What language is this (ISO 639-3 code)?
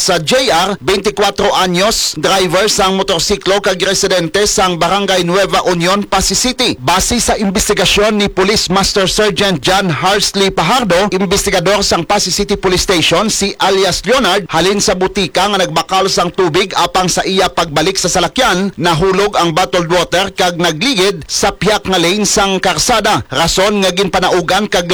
hil